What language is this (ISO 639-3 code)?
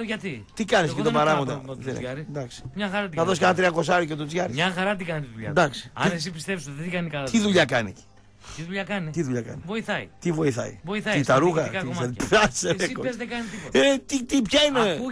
ell